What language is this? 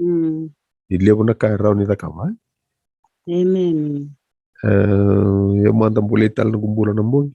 Fijian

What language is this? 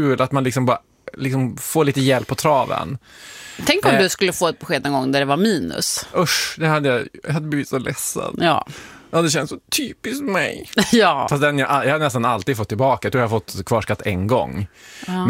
Swedish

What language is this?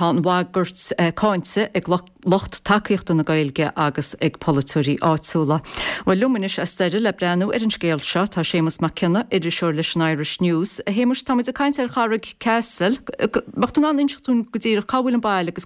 Irish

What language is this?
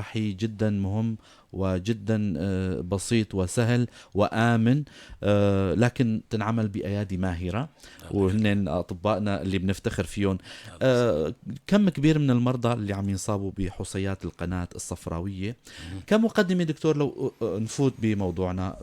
North Levantine Arabic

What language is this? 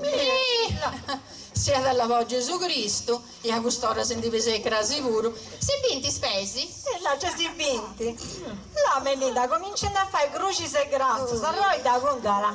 Sardinian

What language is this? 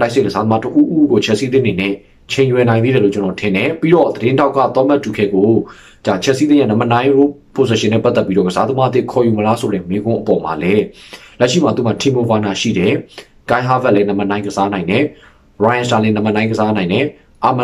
Burmese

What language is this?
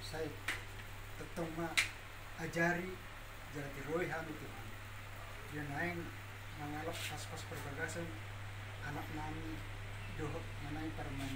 Batak Toba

